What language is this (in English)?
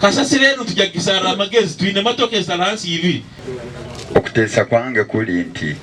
Nyankole